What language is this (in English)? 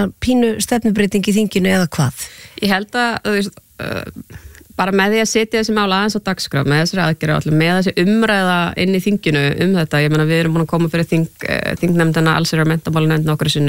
Icelandic